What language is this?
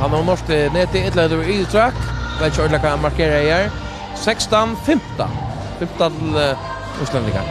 Faroese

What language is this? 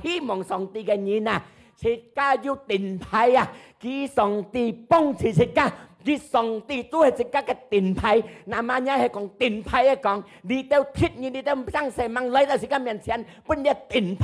Hakka Chinese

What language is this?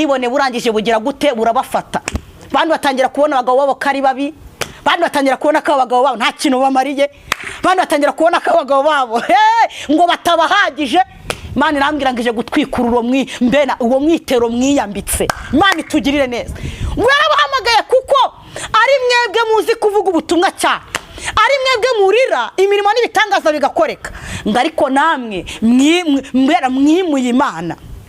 Kinyarwanda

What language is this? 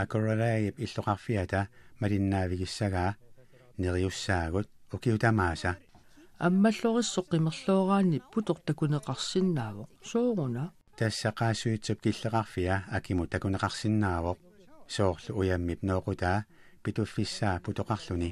Kalaallisut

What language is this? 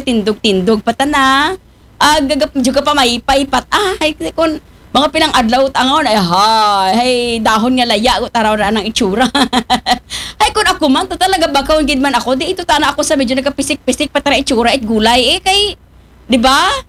Aklanon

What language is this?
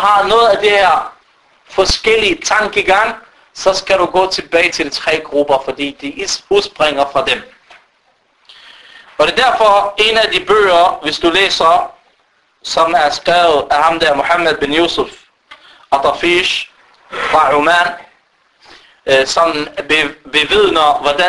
Danish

